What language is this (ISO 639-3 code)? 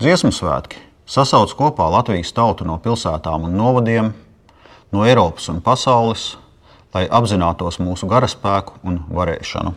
lav